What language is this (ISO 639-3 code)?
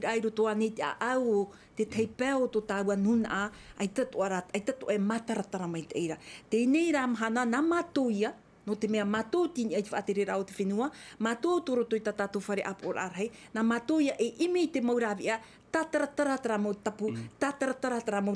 tah